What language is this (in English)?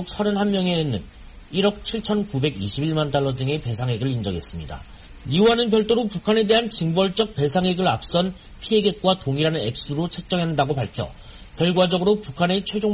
Korean